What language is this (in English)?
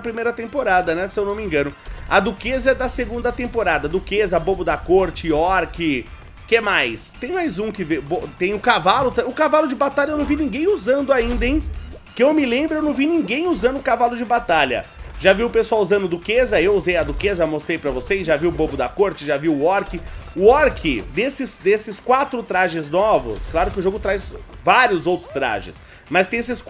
Portuguese